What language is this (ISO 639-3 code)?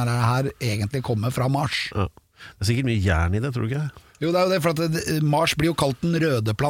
nor